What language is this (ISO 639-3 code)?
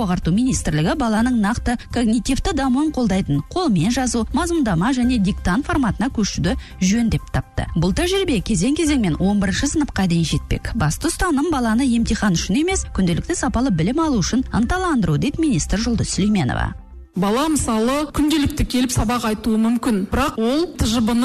kaz